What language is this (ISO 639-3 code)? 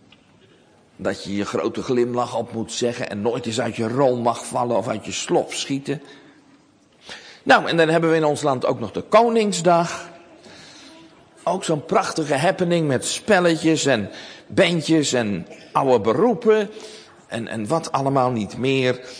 nld